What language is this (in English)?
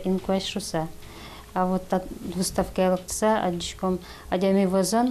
Udmurt